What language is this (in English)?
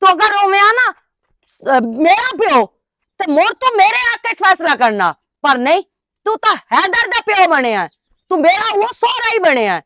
Western Panjabi